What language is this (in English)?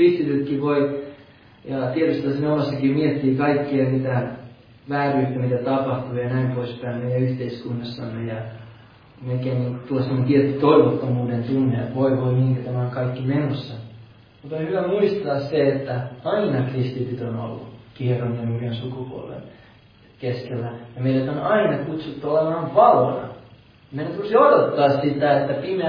Finnish